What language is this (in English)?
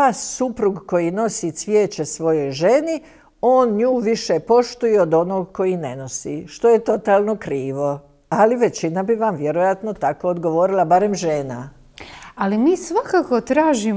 Croatian